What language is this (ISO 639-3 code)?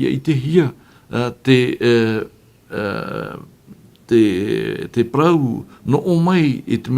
tah